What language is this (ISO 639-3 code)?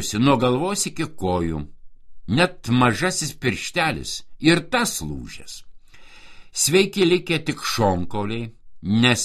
lit